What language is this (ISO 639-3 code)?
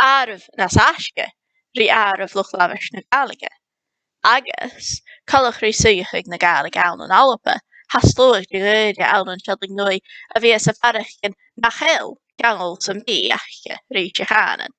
gla